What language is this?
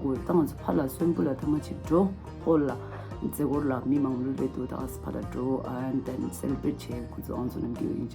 Tibetan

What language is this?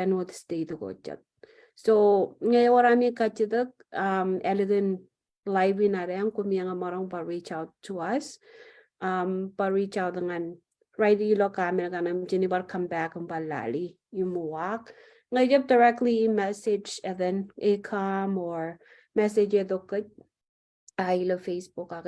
Marshallese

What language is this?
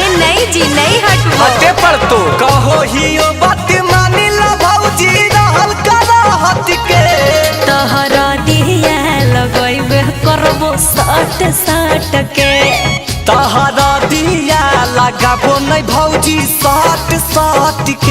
Magahi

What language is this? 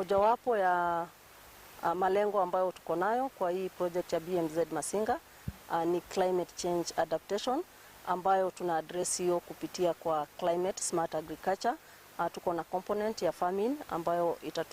Kikuyu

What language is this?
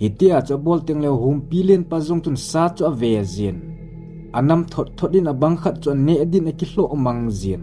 Thado Chin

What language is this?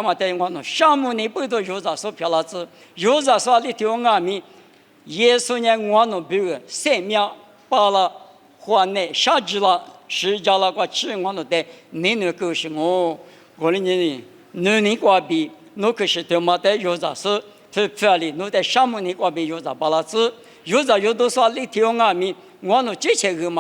Lisu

